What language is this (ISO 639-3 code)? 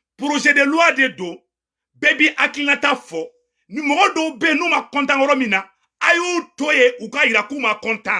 bam